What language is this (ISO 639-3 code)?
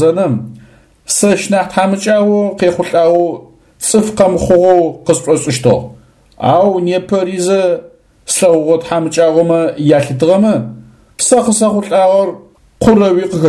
ady